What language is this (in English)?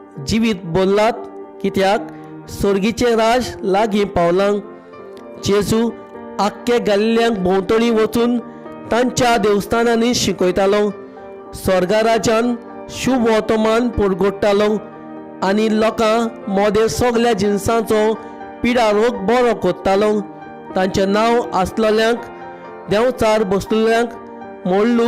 Konkani